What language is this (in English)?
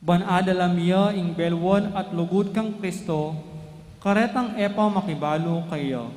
Pampanga